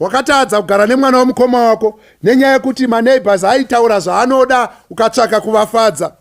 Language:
Shona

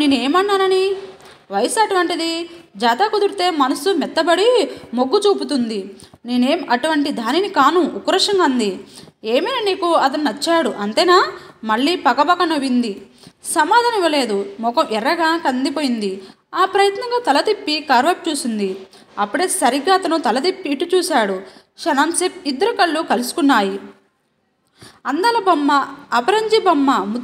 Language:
Telugu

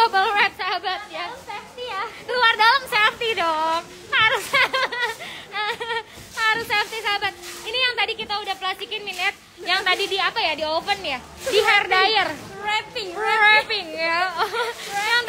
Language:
Indonesian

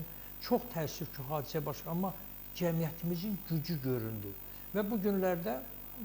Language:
Azerbaijani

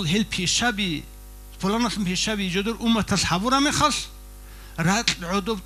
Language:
Avaric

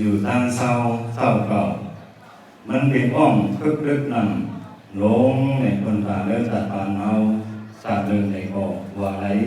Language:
Shan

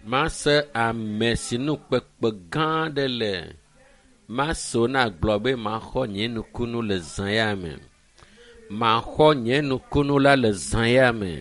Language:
Ewe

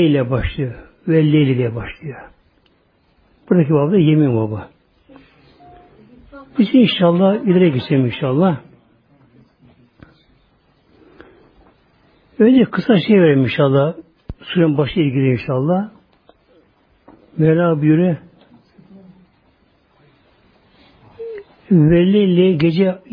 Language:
Turkish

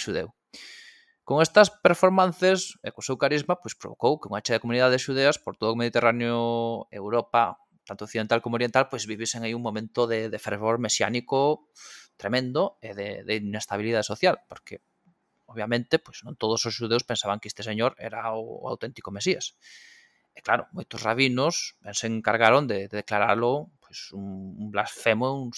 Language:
Galician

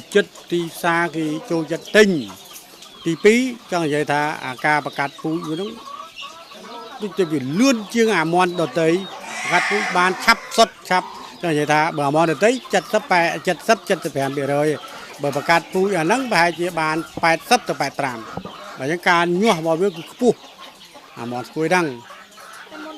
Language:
Khmer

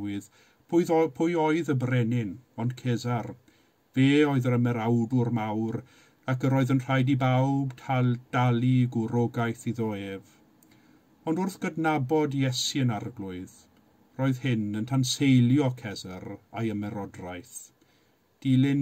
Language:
Welsh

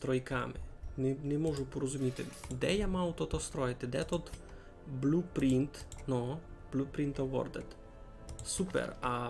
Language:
Rusyn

